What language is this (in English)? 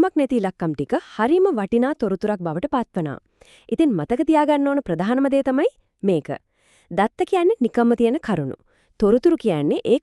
Sinhala